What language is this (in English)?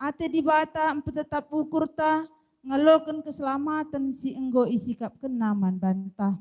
Batak Karo